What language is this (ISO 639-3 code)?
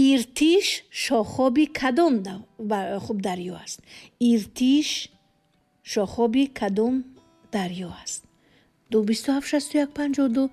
tgk